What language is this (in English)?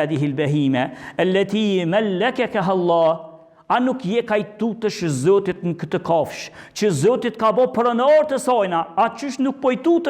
Albanian